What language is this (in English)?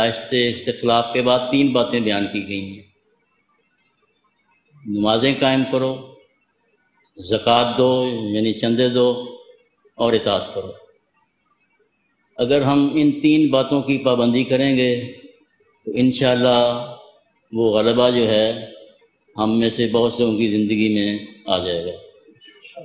Urdu